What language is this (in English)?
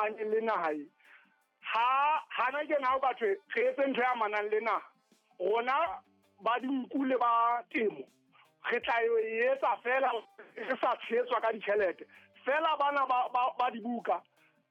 Southern Sotho